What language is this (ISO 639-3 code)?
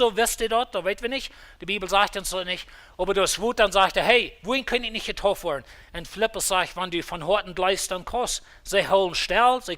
pdt